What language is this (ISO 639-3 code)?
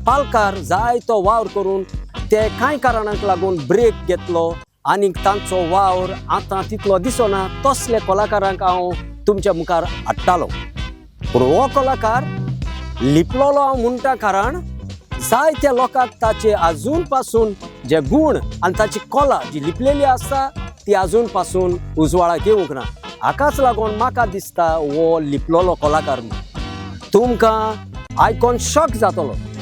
kok